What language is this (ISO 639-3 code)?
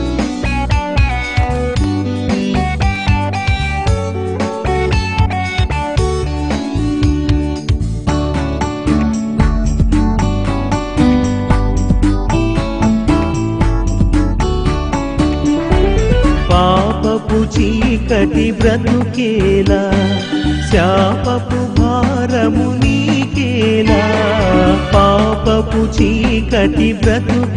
tel